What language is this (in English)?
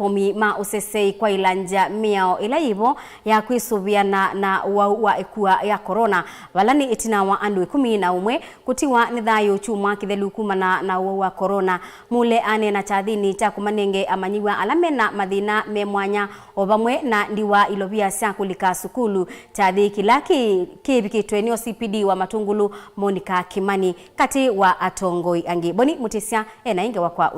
Kamba